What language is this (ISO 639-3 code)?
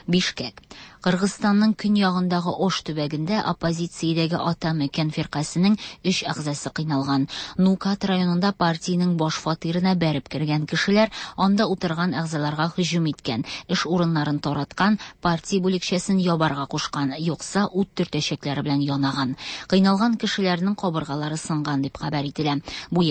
tat